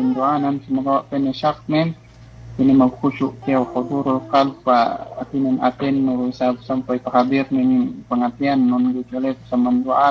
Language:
Yakan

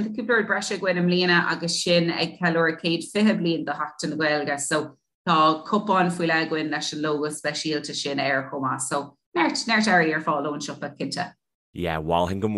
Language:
Irish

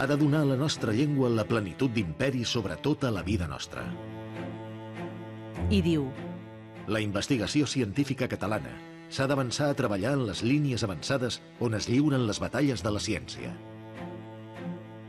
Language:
Catalan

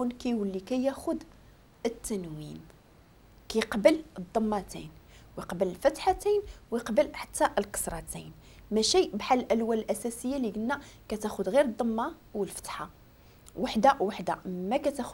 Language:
Moroccan Arabic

